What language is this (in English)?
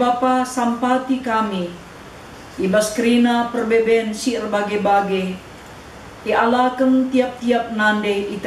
Batak Karo